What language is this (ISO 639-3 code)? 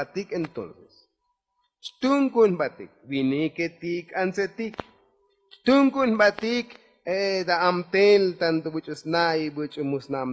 tzo